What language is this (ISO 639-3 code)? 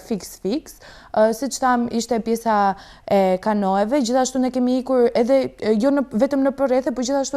sqi